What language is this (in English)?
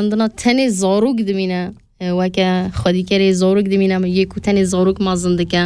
Kurdish